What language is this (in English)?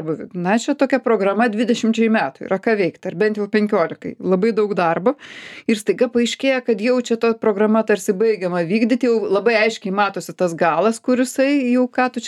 Lithuanian